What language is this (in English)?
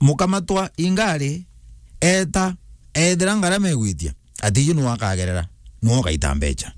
Meru